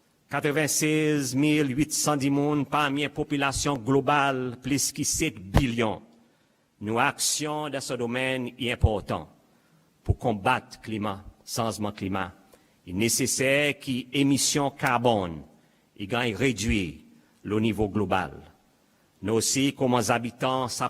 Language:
Seselwa Creole French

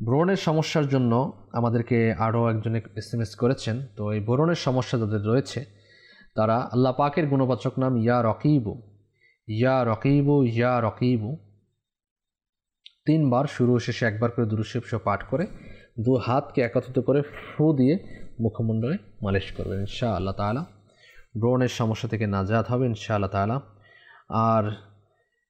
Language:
Bangla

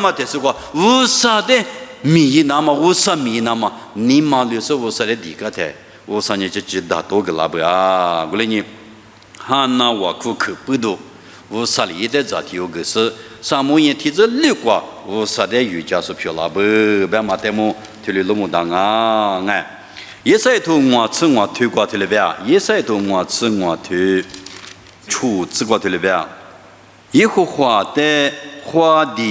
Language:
Lisu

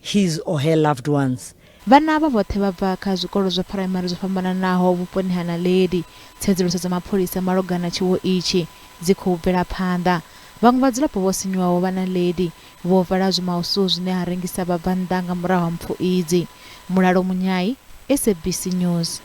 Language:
Venda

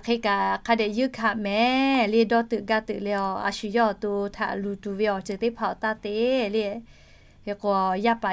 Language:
Lahu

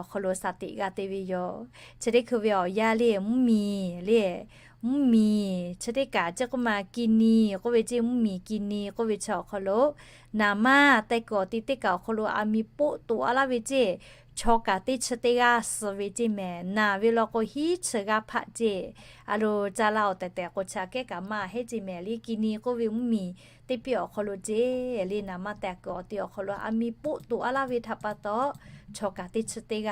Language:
Lahu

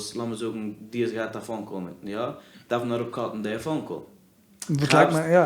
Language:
Yiddish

